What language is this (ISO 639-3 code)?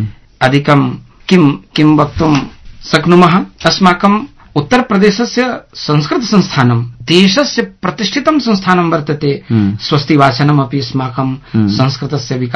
san